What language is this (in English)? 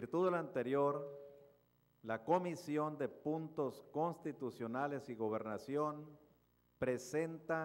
Spanish